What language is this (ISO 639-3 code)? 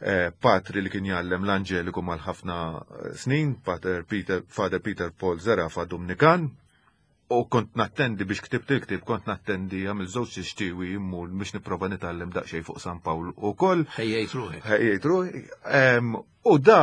mlt